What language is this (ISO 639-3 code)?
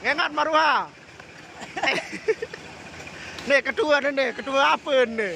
sas